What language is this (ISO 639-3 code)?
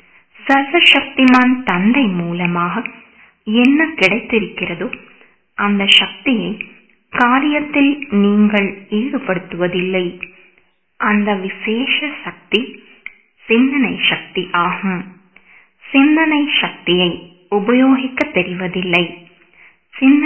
tam